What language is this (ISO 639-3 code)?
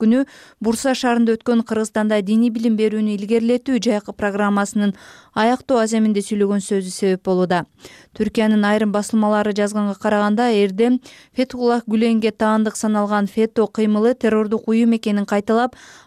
kir